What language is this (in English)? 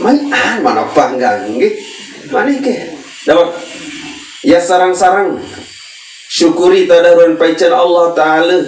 Sasak